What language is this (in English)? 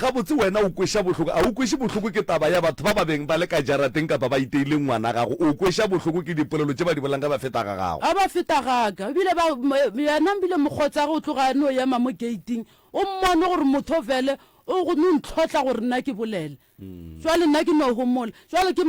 Northern Sotho